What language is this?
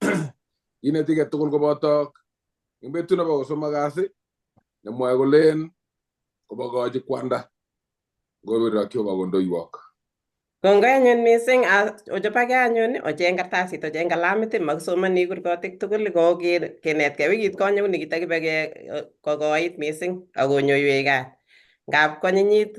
Kalenjin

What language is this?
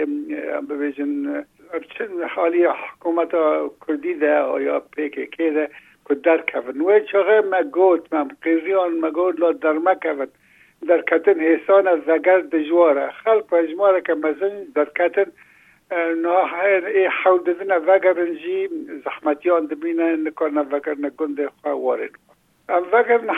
Kurdish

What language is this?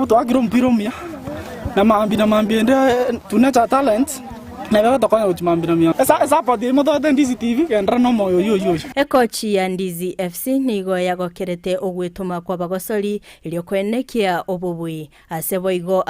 Gusii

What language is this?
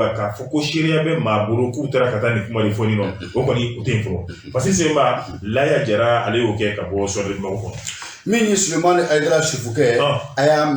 Bambara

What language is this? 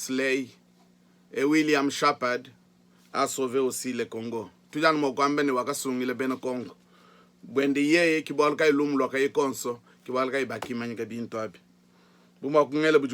Luba-Lulua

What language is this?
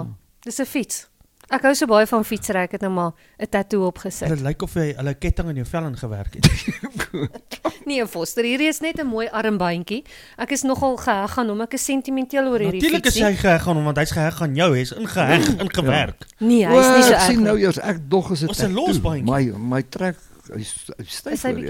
Afrikaans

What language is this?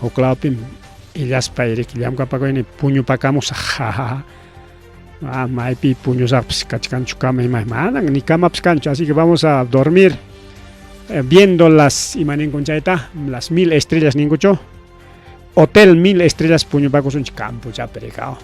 Ayacucho Quechua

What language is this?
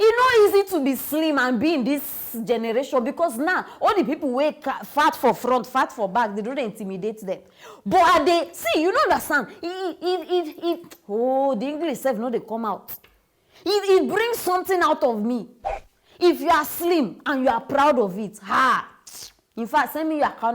Nigerian Pidgin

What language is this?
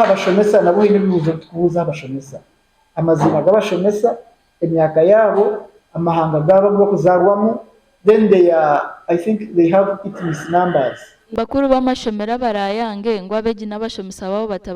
Nyankole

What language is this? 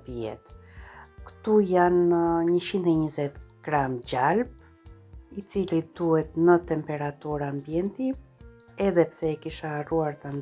Albanian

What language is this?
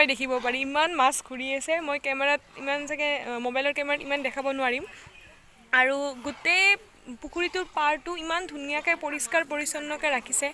Assamese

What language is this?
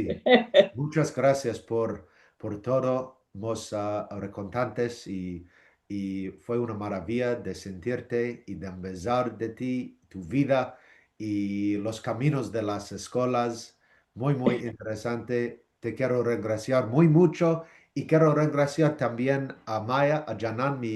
Ladino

